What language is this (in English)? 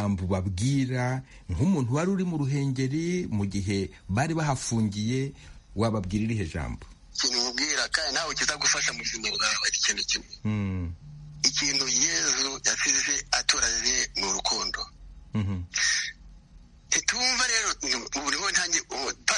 Kinyarwanda